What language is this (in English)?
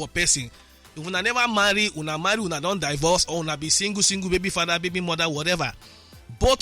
Nigerian Pidgin